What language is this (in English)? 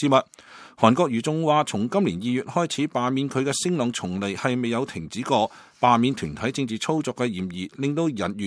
Cantonese